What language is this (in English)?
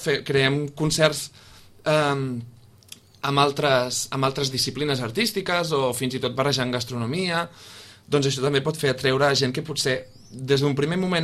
Catalan